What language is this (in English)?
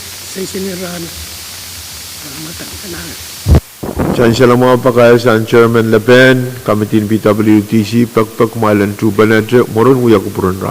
Pohnpeian